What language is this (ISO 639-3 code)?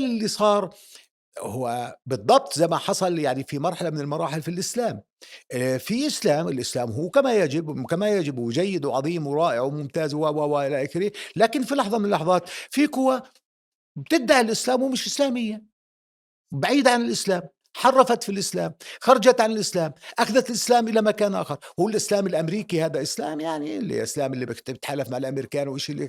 apc